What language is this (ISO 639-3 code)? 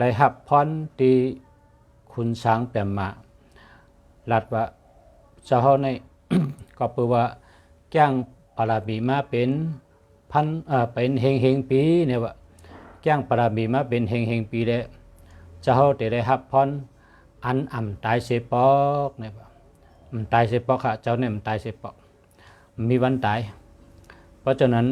shn